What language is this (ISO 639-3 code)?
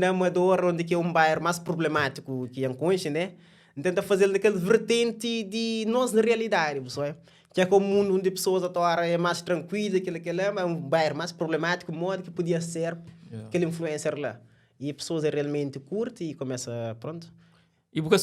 kea